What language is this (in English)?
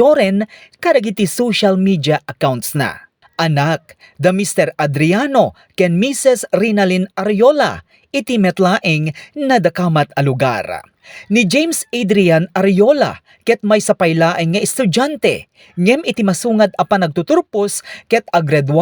Iloko